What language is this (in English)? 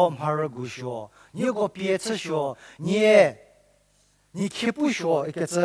Angami Naga